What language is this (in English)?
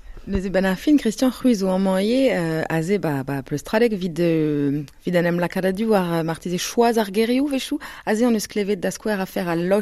Breton